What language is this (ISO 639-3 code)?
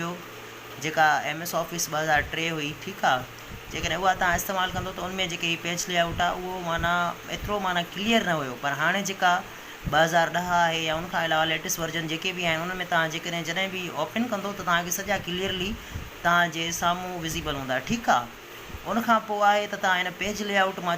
snd